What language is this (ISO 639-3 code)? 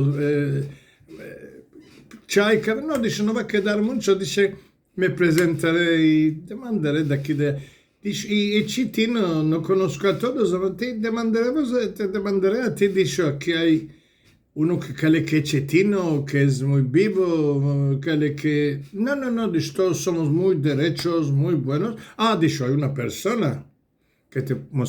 lad